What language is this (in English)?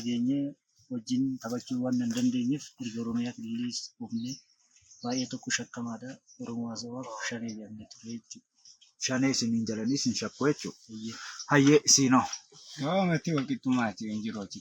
Oromo